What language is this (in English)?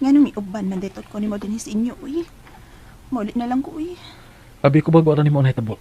Cebuano